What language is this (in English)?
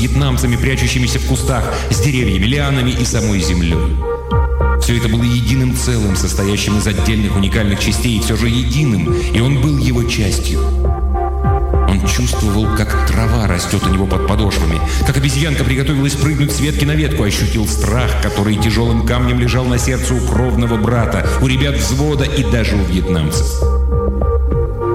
Russian